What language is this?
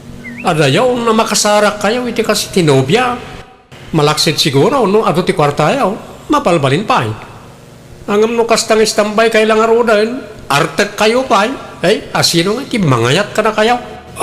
Iloko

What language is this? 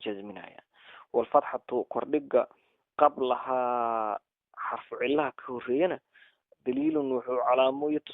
Somali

